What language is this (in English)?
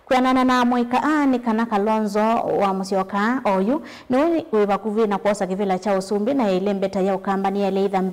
Kamba